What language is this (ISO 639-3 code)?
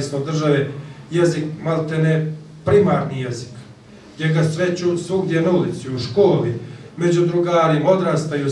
bos